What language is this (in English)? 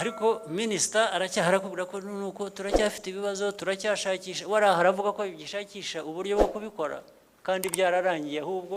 Kinyarwanda